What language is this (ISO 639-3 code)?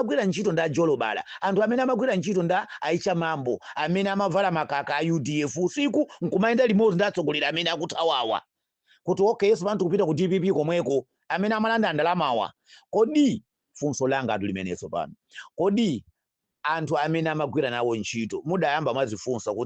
nya